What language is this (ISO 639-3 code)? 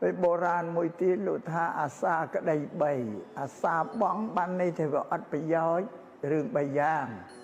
khm